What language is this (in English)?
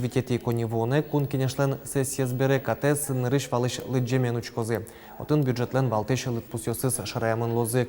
Udmurt